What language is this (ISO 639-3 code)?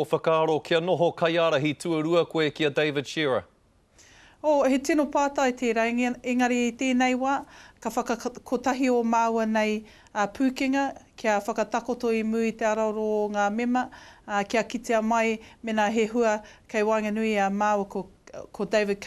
mri